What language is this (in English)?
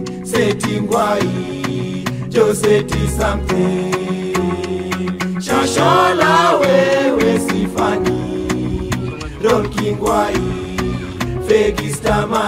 Swahili